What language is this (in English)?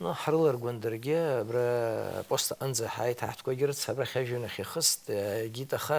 Abkhazian